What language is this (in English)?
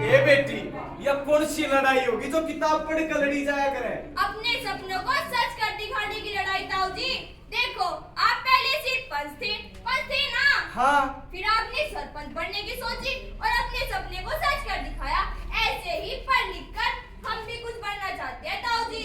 Haryanvi